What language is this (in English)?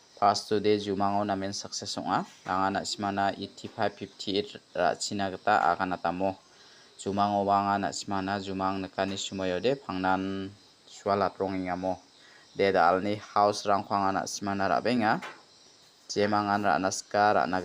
Garo